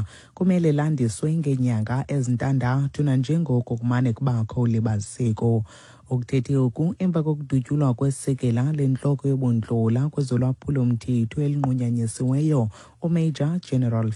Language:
Xhosa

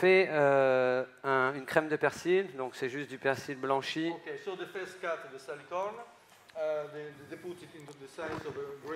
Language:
French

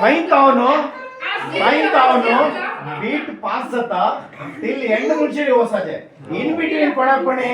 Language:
Konkani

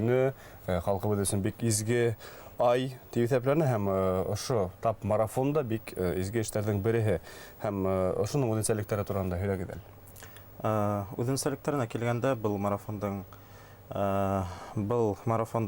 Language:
Bashkir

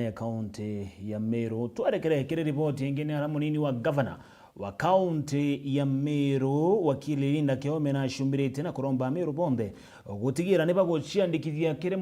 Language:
Meru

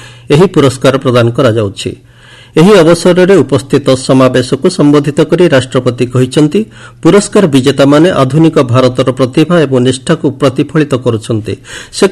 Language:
Odia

